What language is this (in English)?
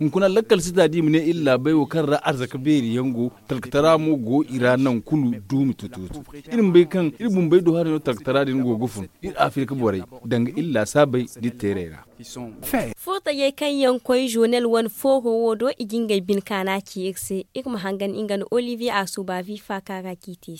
Zarma